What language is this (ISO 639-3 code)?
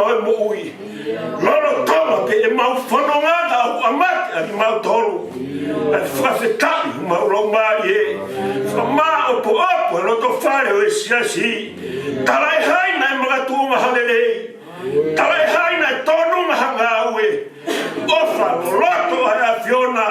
ton